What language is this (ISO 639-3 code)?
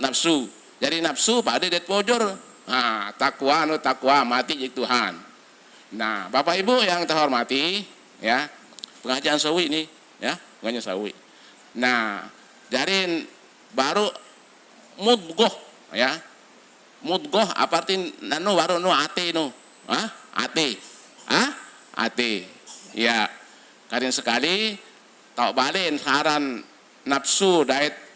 sas